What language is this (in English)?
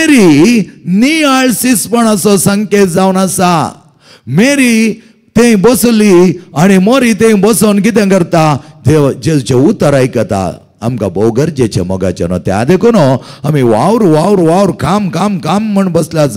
Konkani